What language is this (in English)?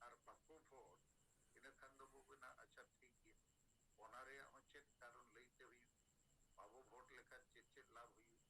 Santali